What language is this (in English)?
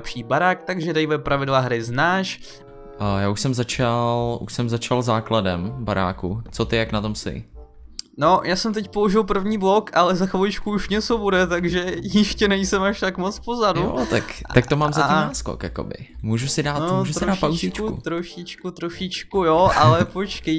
Czech